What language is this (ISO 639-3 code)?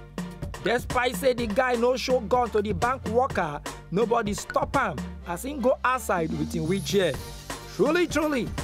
pcm